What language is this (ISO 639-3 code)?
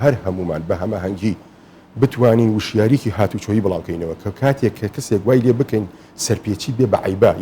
ckb